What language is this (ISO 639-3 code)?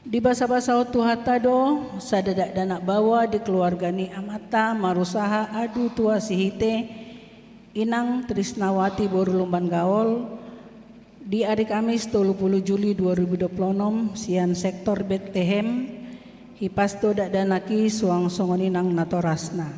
bbc